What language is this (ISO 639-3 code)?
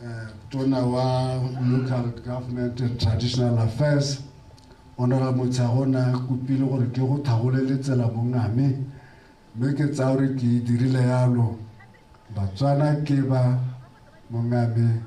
tsn